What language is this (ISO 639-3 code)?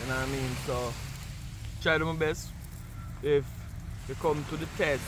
jam